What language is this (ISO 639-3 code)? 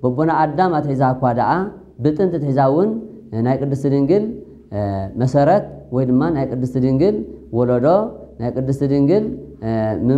tir